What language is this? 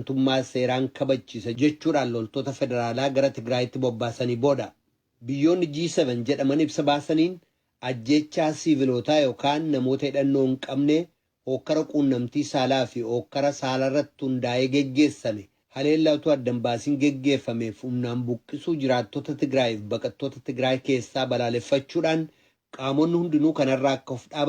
Oromo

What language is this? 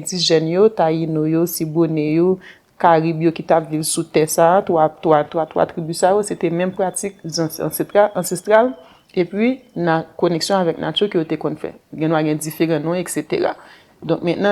Haitian Creole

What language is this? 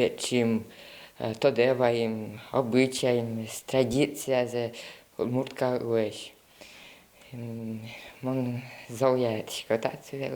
Udmurt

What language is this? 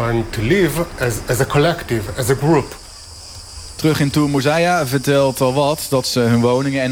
Dutch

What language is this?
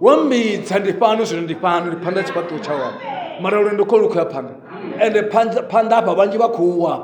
Venda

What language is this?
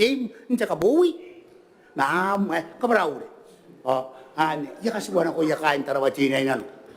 Gilbertese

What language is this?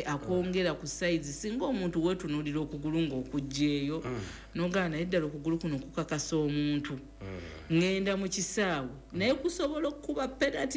Ganda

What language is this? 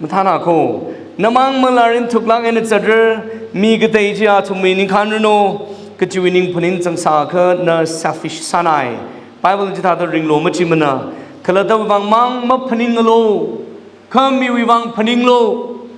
Tangkhul Naga (India)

